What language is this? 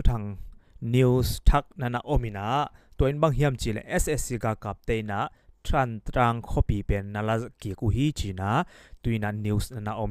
Tedim Chin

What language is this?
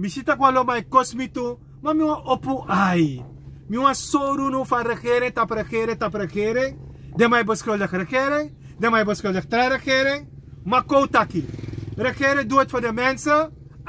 Sranan Tongo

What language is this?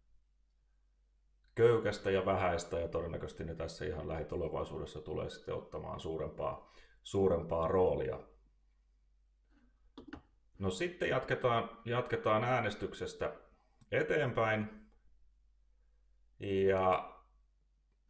Finnish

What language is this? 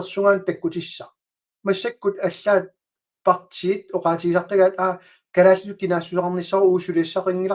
Kalaallisut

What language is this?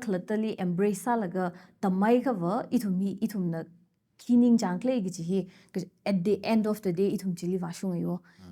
Tangkhul Naga (India)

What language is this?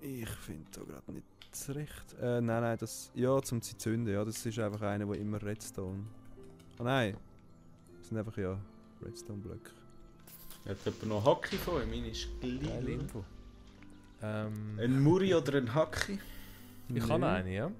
Swiss German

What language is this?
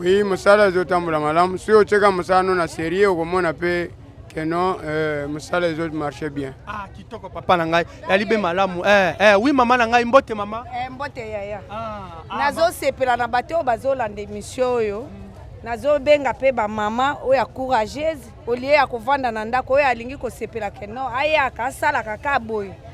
Lingala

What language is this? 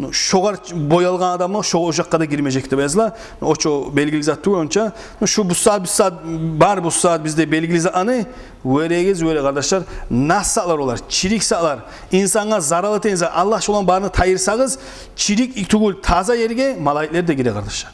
Kumyk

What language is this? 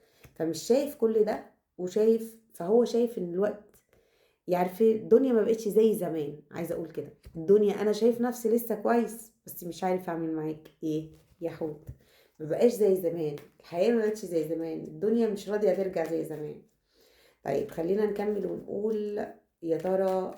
Egyptian Arabic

